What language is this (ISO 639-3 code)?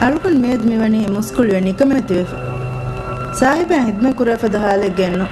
div